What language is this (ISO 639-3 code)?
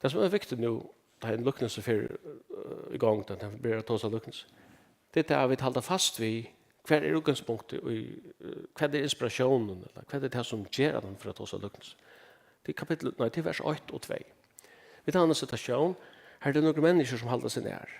fao